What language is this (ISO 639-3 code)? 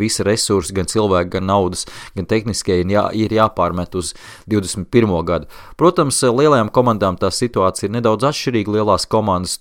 lav